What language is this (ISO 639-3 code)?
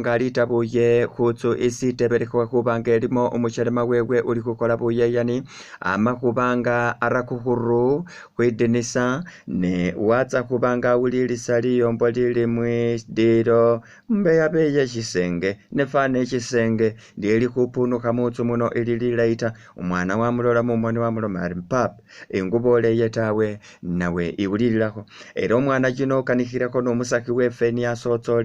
myx